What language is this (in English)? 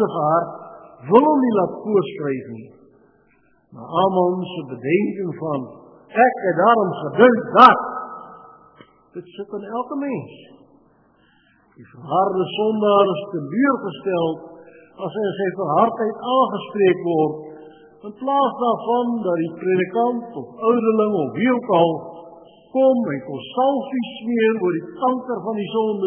Afrikaans